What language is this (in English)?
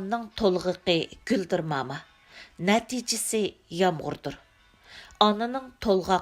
Uyghur